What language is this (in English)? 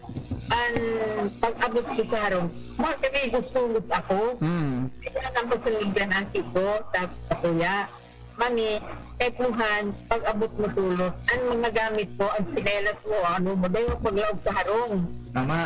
Bikol